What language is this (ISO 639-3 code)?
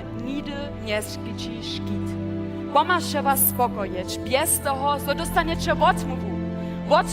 hsb